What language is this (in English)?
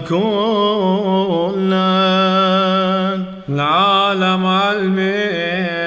Classical Syriac